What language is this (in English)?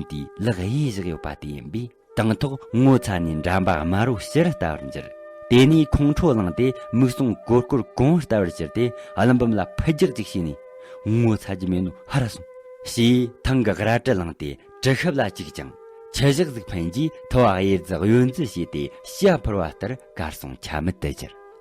Tibetan